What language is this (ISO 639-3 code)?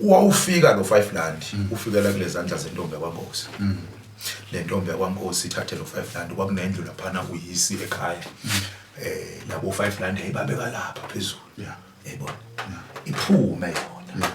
zul